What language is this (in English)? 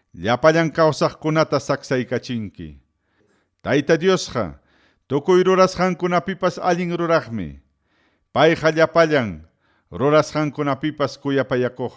Ayacucho Quechua